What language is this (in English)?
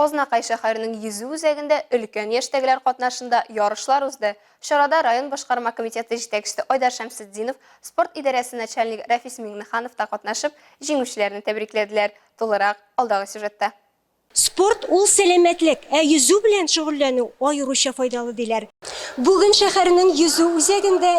Tatar